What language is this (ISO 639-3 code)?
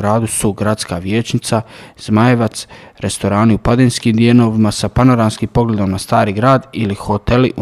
bos